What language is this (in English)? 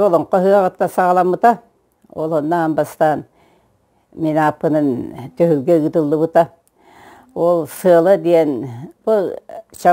Yakut